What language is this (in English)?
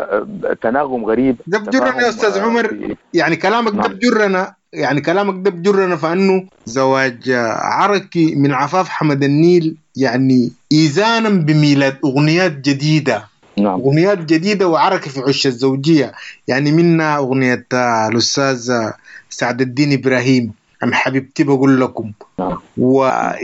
Sudanese Arabic